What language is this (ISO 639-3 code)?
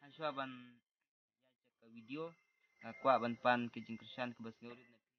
kha